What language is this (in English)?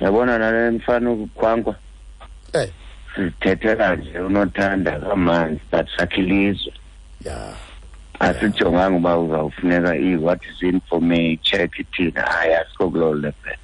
Xhosa